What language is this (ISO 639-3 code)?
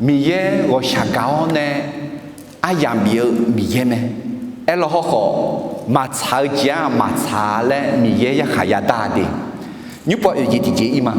ahk